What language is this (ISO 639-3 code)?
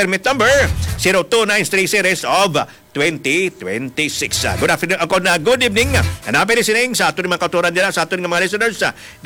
hil